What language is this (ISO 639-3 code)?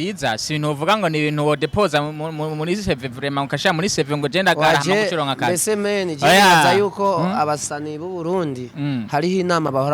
run